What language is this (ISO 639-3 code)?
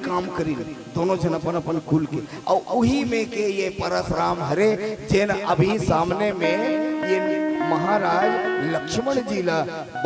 hne